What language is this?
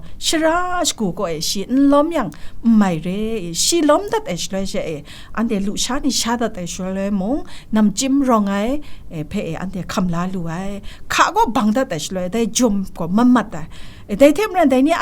Kachin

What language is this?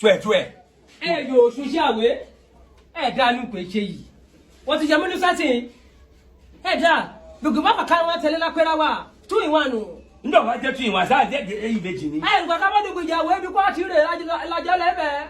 Yoruba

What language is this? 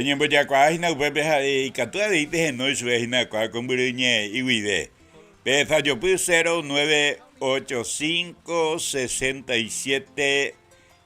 Guarani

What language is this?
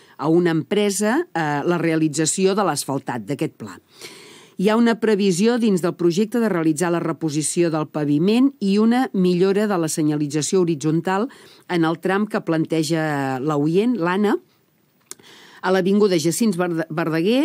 Catalan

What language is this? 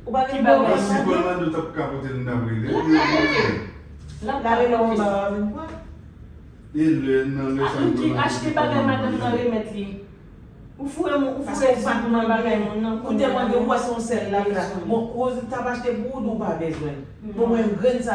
Haitian Creole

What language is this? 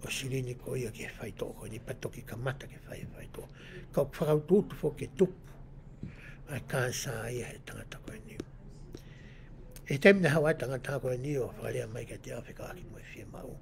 Tongan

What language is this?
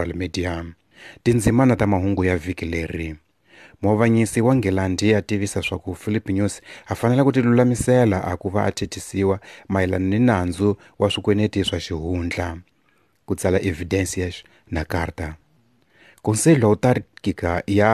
Tsonga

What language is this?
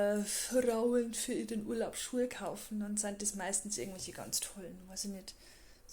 Bavarian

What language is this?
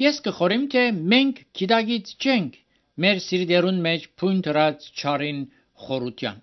Armenian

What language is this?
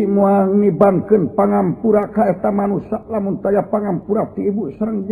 Sundanese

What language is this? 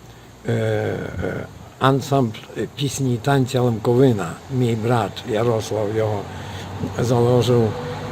Rusyn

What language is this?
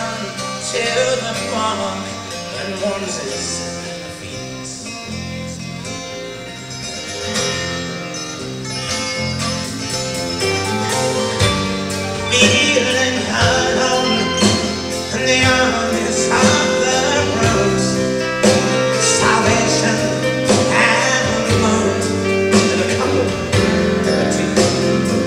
English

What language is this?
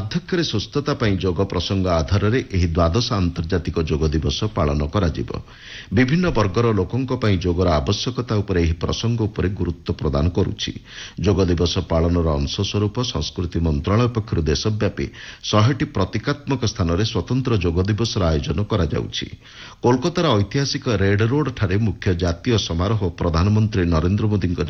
Odia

